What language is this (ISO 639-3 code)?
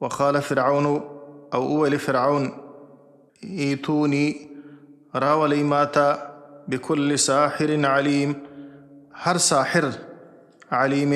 pus